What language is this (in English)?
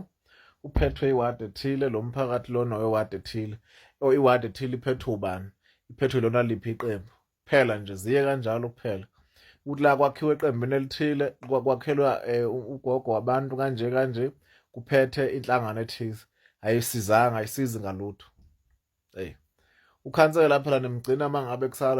Zulu